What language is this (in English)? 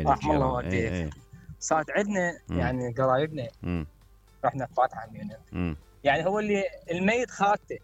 Mesopotamian Arabic